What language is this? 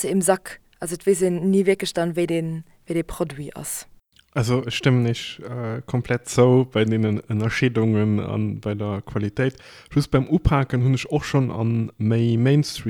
Luxembourgish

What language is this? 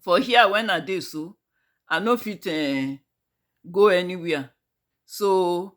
Nigerian Pidgin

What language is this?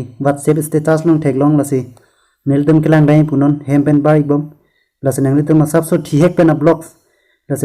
Karbi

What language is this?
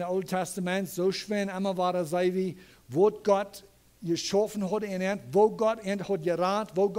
Plautdietsch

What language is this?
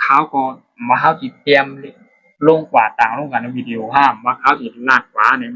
Shan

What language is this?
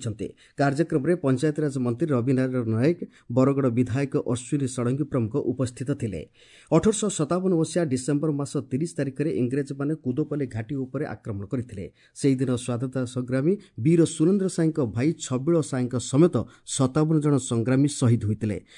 Odia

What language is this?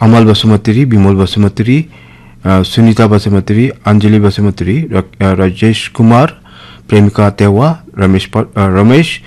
Naga Pidgin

